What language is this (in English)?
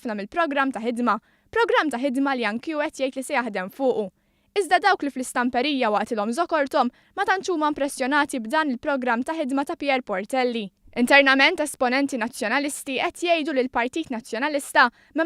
Maltese